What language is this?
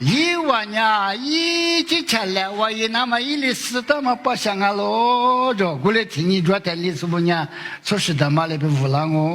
Lisu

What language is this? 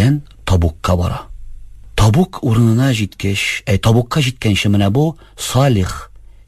Tatar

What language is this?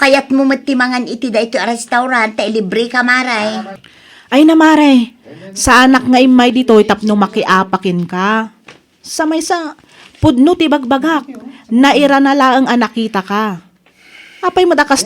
Iloko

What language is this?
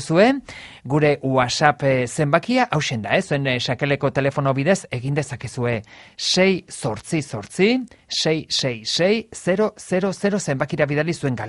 Basque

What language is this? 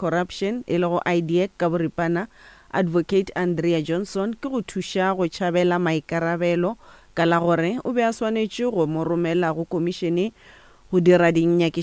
Northern Sotho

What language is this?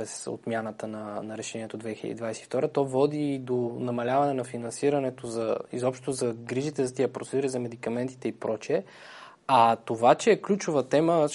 Bulgarian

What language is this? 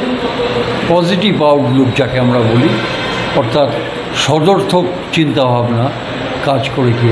Bangla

